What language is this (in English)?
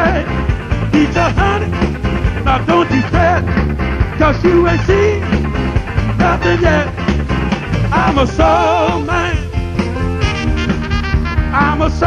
English